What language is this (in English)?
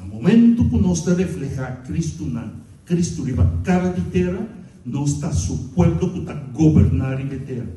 Papiamento